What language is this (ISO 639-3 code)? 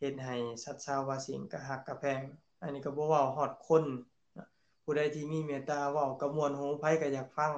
lao